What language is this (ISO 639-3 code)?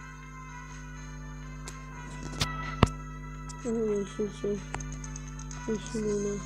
tur